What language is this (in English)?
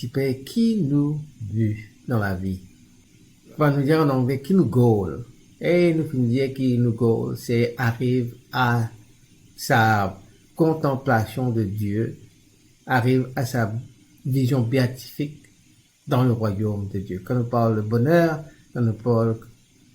Morisyen